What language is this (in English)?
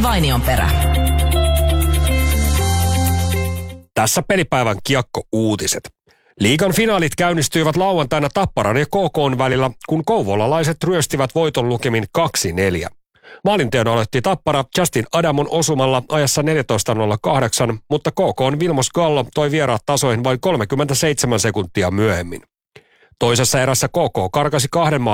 Finnish